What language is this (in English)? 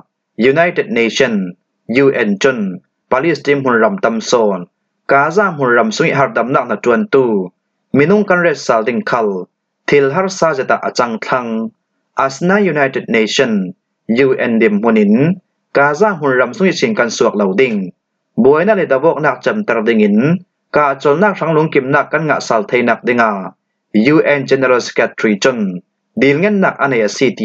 Falam Chin